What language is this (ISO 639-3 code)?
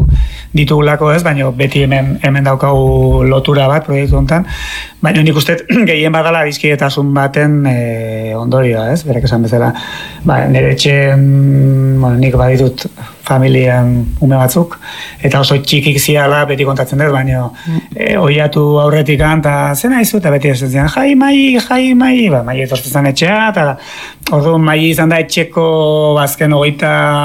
eus